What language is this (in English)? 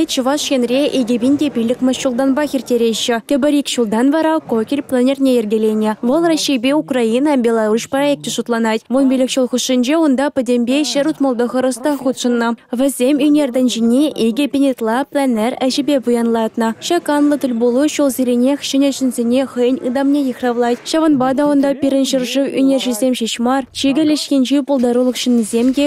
Chuvash